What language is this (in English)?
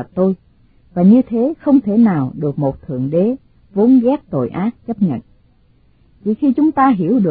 Vietnamese